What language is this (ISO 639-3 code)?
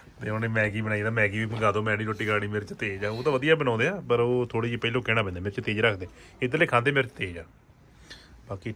pan